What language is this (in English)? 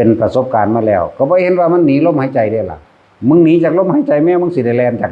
Northeastern Thai